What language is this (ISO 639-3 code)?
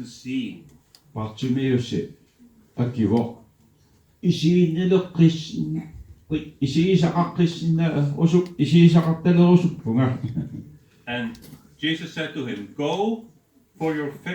kal